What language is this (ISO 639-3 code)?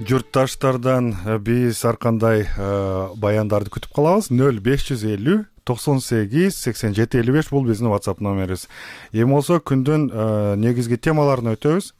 kir